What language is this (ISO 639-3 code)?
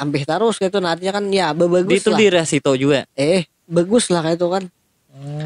bjn